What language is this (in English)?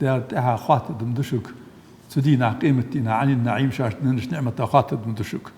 Ingush